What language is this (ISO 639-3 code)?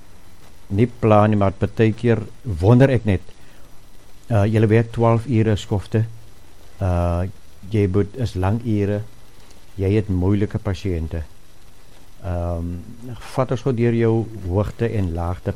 afr